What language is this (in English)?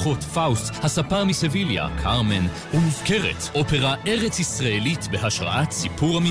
Hebrew